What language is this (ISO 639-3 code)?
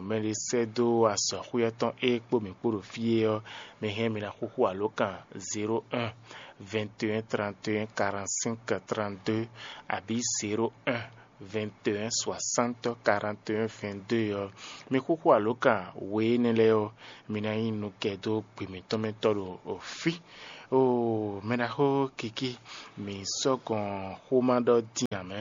fon